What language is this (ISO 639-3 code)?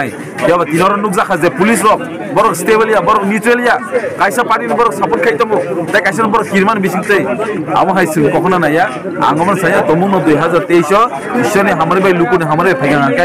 trp